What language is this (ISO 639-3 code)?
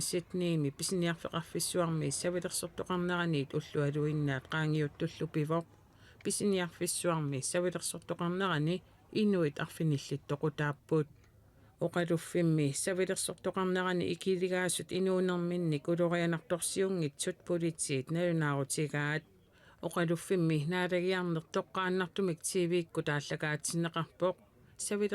kal